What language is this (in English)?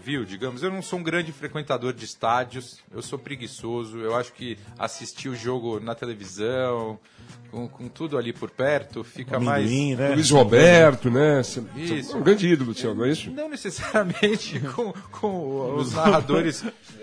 Portuguese